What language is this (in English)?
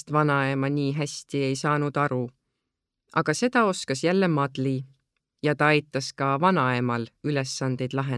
Estonian